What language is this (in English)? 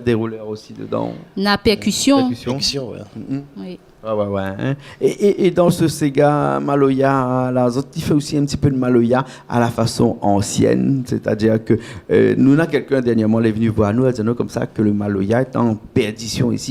Réunion Creole French